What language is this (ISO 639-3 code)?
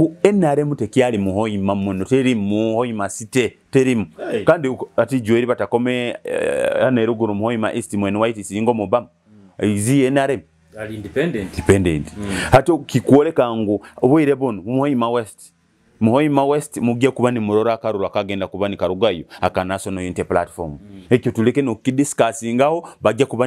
nyo